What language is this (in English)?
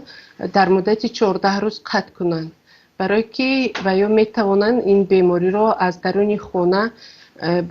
Tajik